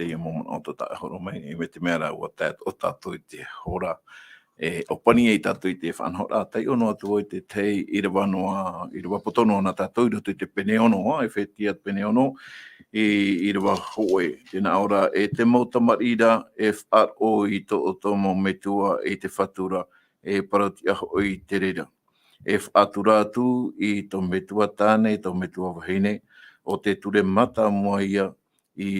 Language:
Tahitian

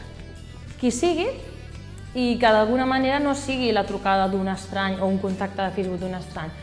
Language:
Catalan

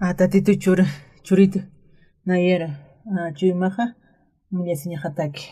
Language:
Aymara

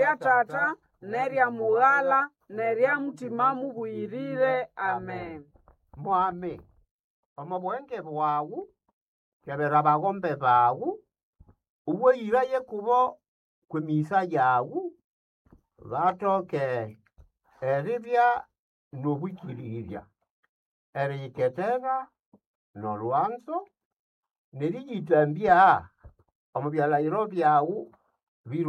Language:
Nande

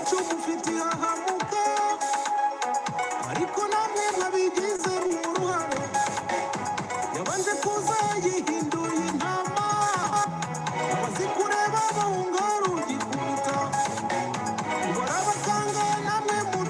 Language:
Kinyarwanda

